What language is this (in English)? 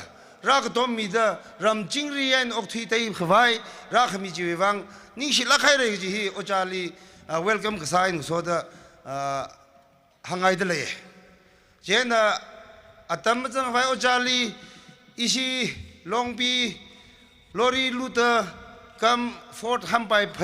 Tangkhul Naga (India)